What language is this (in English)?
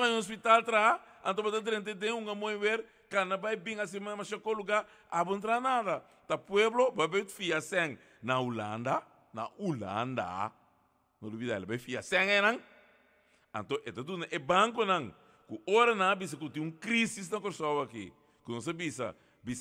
Papiamento